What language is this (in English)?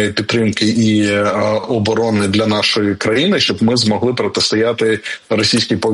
Ukrainian